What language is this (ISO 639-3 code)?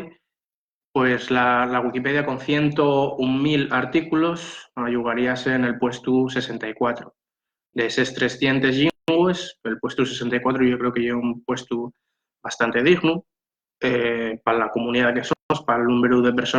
ast